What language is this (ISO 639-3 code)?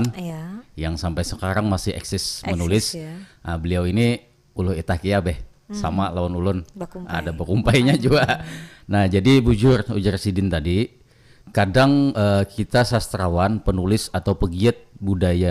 bjn